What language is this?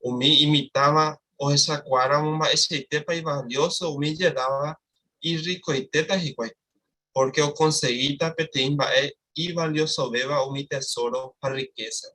Guarani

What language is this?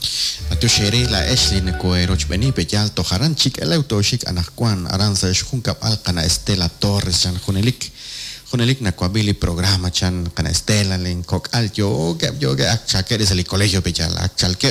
Kekchí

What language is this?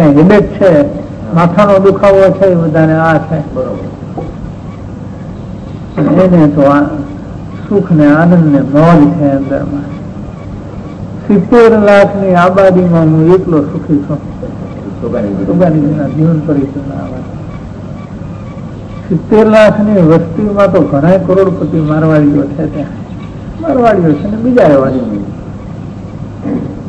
Gujarati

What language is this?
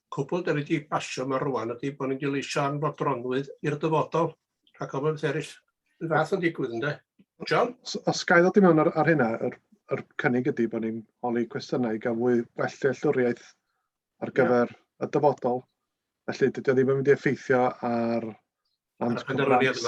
Welsh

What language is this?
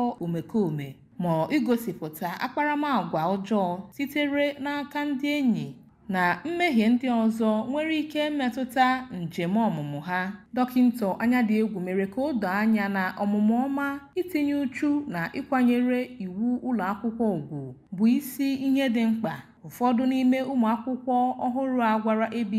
Igbo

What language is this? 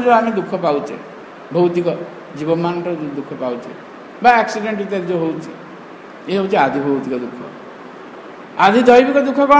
Odia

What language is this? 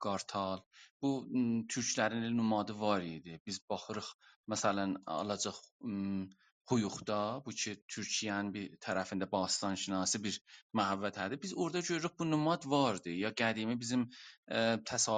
South Azerbaijani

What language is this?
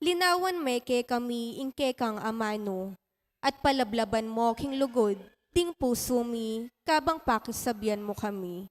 Pampanga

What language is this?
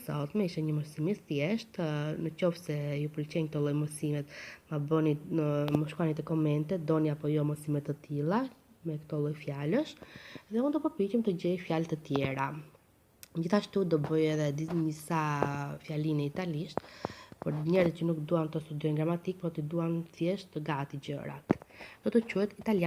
Albanian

